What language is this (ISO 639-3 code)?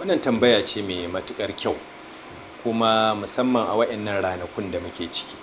hau